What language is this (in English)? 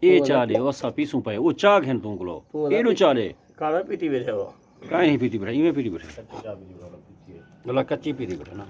Saraiki